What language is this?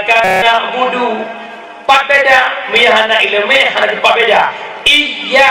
Achinese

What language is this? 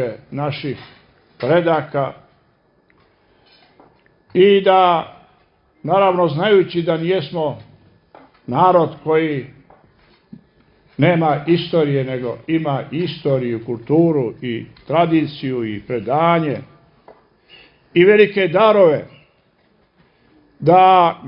Serbian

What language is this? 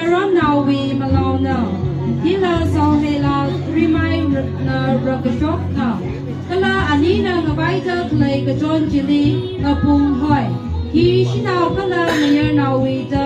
Tangkhul Naga (India)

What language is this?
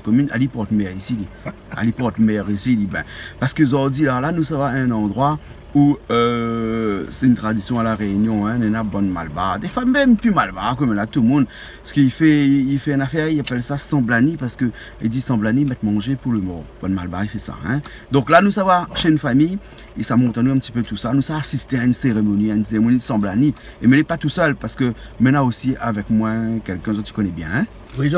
Réunion Creole French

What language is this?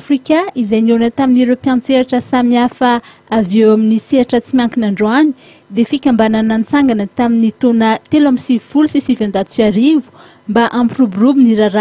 Malagasy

